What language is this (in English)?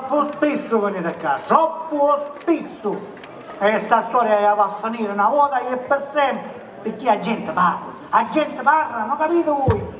Sicilian